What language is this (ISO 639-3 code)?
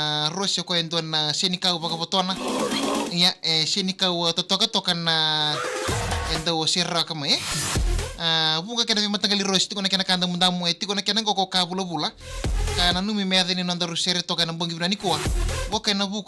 fij